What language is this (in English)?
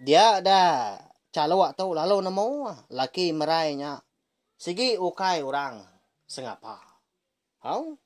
Iban